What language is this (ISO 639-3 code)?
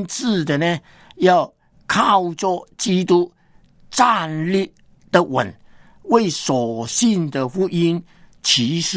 zho